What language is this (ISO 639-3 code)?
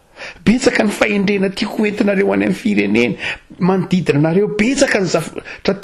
mlg